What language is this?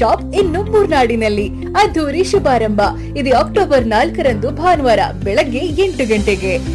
Kannada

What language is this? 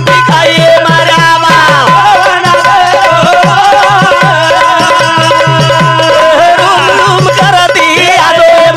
Lambadi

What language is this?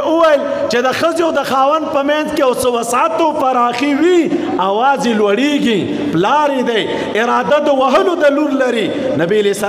Pashto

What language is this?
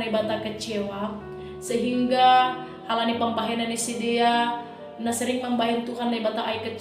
Batak Simalungun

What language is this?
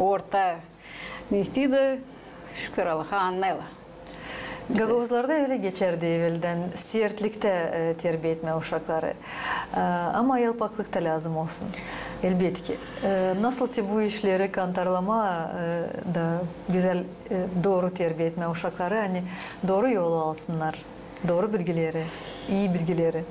Gagauz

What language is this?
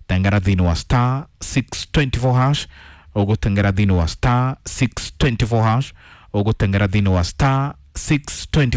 Kikuyu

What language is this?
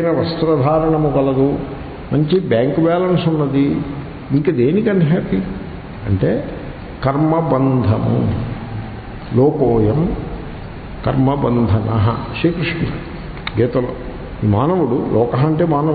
Telugu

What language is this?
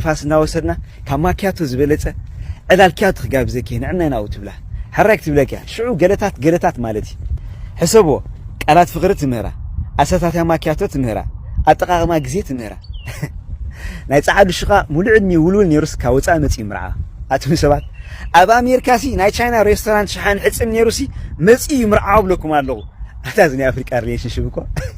Tigrinya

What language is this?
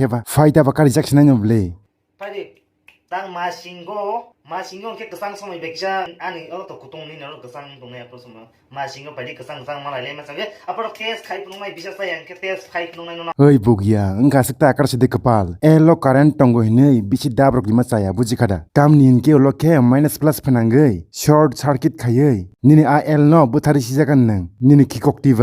Kok Borok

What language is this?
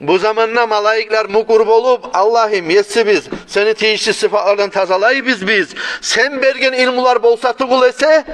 Kumyk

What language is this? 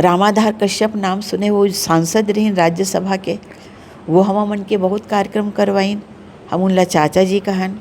Chhattisgarhi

